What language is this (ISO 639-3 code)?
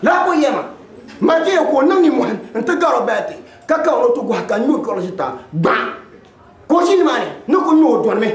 dag